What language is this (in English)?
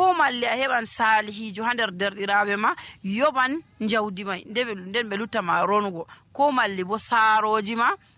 Nigerian Fulfulde